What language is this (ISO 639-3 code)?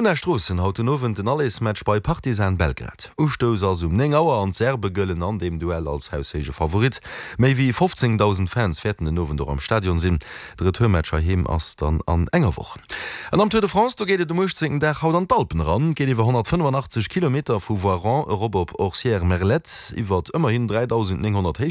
ltz